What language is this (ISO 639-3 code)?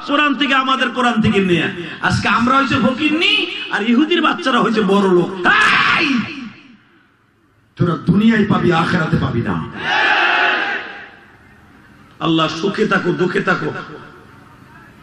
ben